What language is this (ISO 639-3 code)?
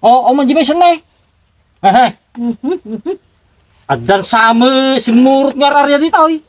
ilo